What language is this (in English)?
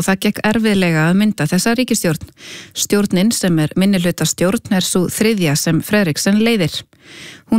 Icelandic